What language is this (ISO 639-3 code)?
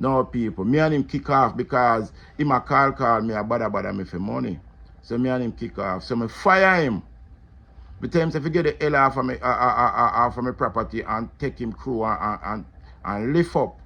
jam